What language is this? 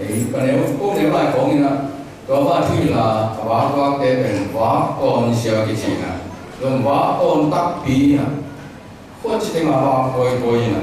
Tedim Chin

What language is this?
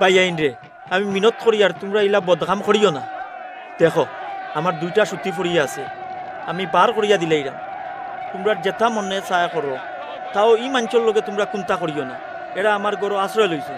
Sylheti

